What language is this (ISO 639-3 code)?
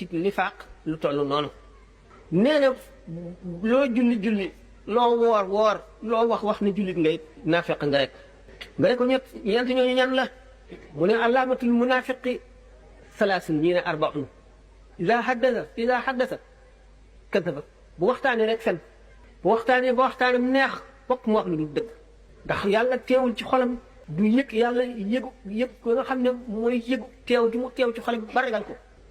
wol